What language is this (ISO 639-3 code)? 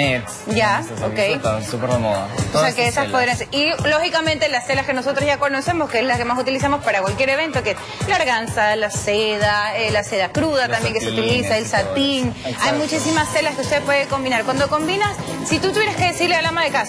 spa